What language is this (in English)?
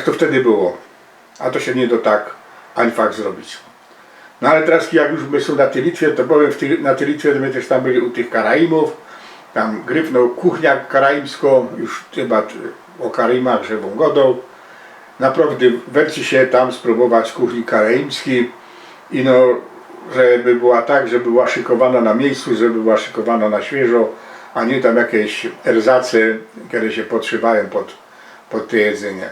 Silesian